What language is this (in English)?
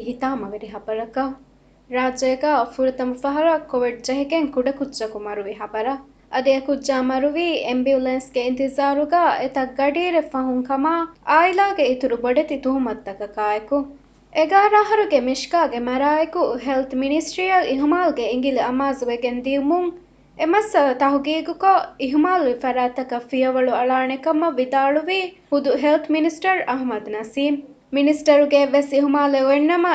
Divehi